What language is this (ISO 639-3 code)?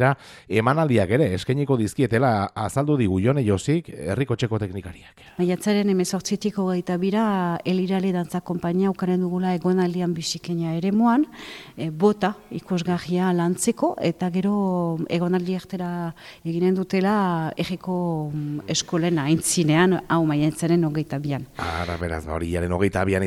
eus